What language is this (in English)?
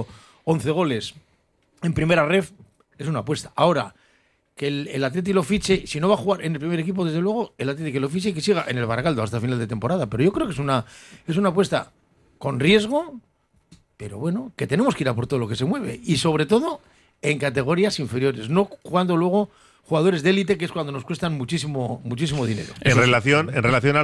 Spanish